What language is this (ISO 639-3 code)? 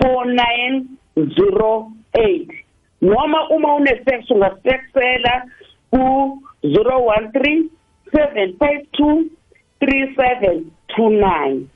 nbl